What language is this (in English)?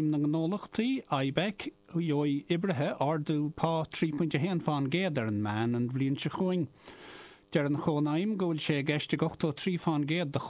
Irish